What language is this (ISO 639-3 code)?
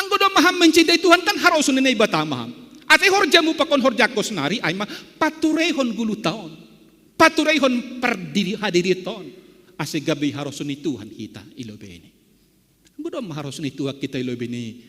bts